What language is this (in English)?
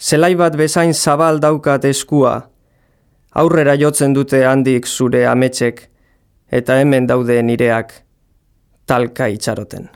Basque